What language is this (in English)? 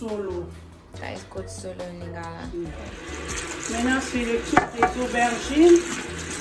French